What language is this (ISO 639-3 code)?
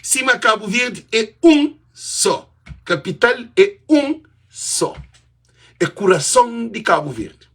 kea